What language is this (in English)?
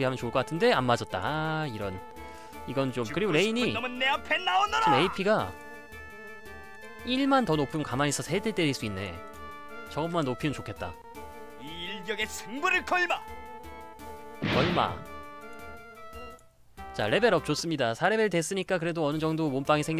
Korean